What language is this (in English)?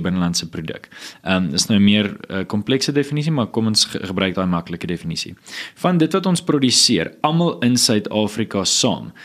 Afrikaans